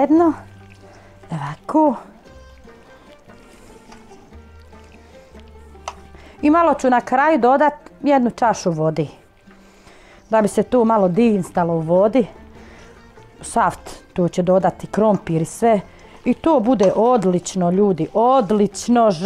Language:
Bosnian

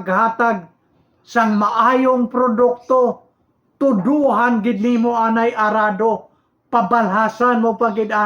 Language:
Hiligaynon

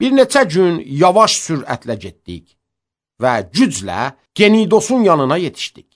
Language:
Azerbaijani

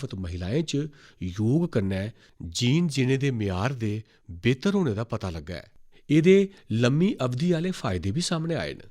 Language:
Dogri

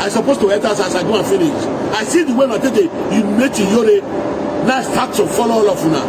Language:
Nigerian Pidgin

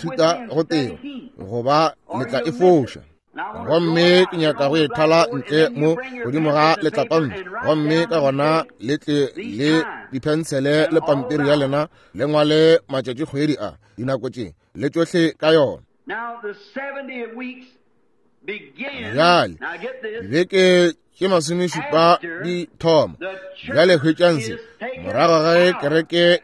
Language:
Northern Sotho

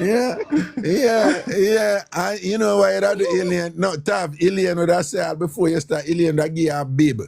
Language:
Jamaican Creole English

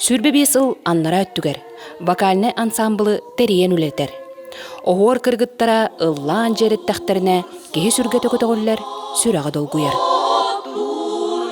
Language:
Yakut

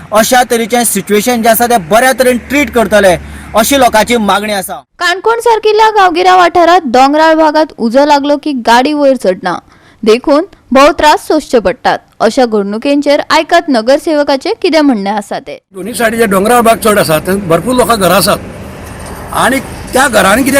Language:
Konkani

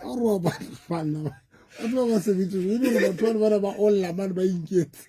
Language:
Southern Sotho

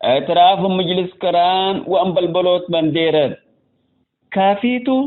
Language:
Tigre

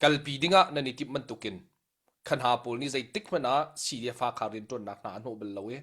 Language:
Hakha Chin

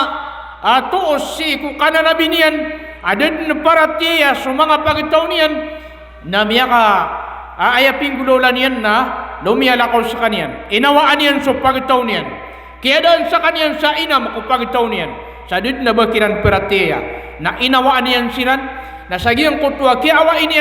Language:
Maranao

